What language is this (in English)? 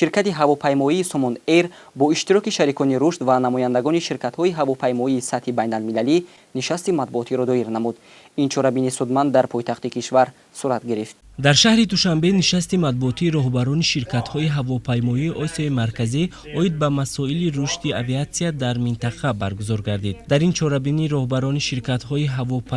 Tajik